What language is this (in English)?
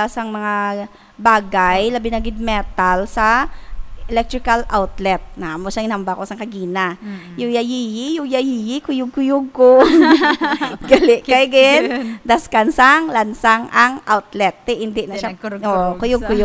Hiligaynon